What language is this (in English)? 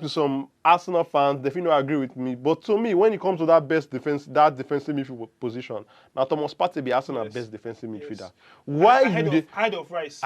Nigerian Pidgin